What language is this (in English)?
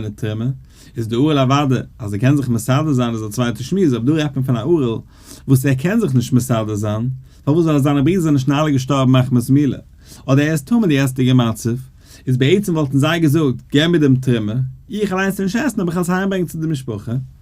Yiddish